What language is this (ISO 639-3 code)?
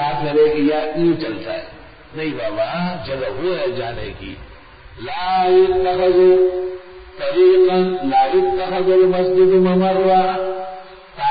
urd